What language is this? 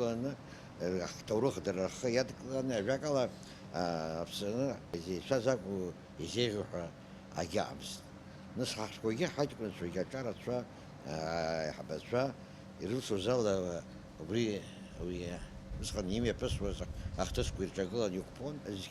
Abkhazian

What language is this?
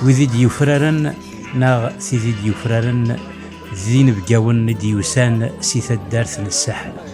Kabyle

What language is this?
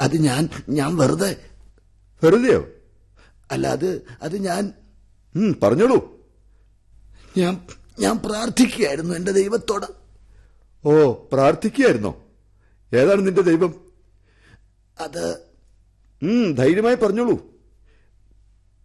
Malayalam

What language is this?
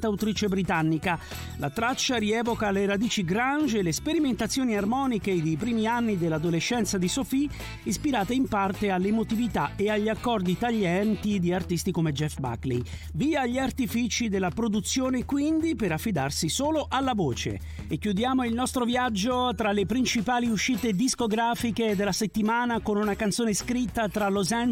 Italian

